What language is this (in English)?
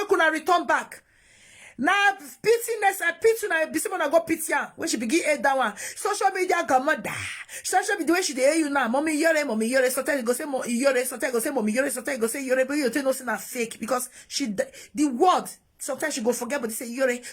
Nigerian Pidgin